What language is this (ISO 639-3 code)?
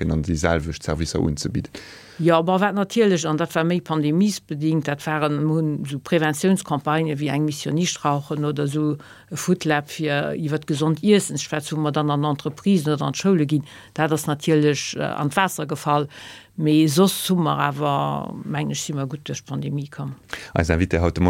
ltz